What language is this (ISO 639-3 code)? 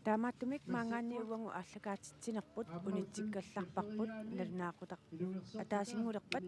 kal